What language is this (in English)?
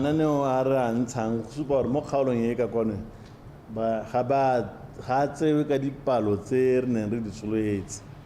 Tswana